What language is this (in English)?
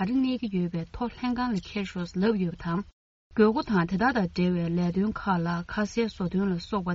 Tibetan